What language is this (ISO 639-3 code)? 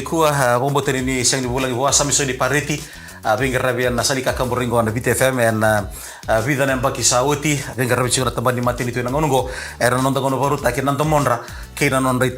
fij